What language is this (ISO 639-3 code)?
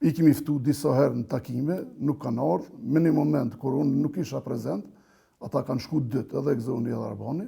sqi